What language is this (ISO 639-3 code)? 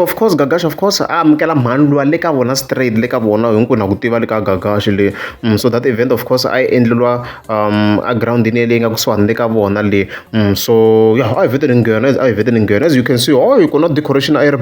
tso